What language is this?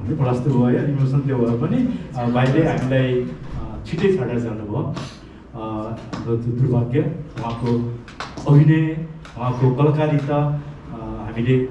Nepali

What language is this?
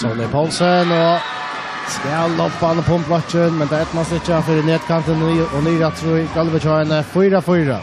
Faroese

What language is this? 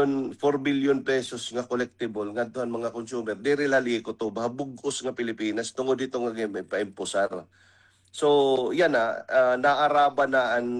Waray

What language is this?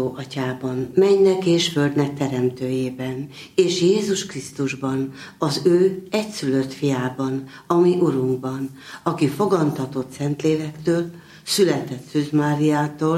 Hungarian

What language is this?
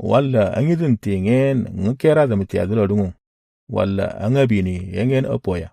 Moro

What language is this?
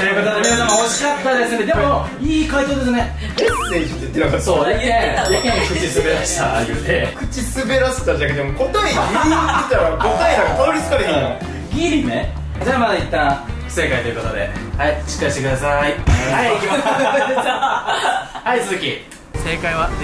Japanese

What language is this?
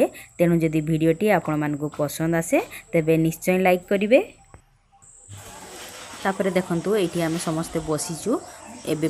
Odia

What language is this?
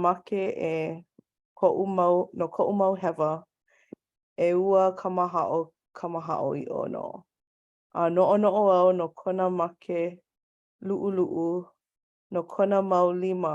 Hawaiian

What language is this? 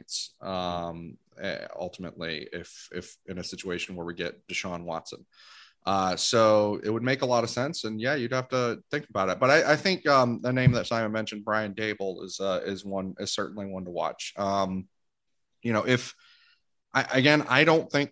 English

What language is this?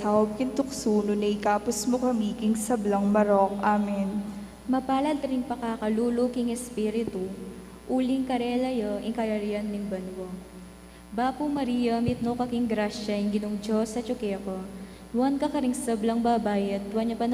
Pampanga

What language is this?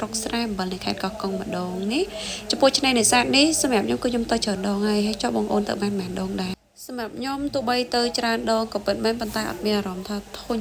Khmer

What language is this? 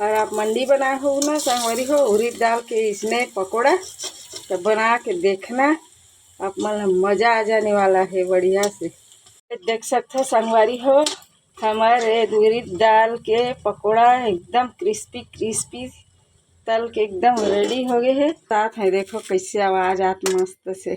Chhattisgarhi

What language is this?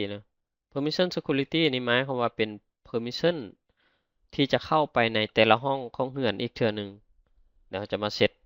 Lao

